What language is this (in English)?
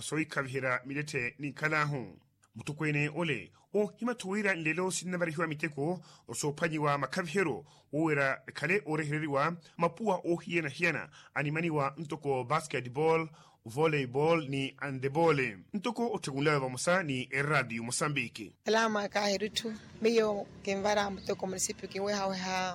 Makhuwa